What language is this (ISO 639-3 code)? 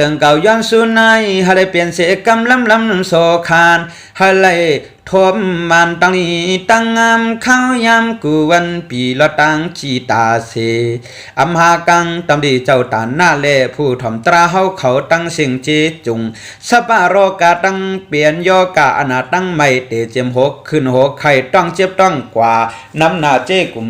shn